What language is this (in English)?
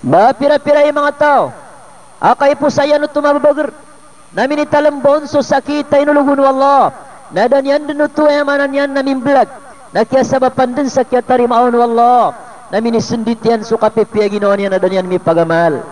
Maranao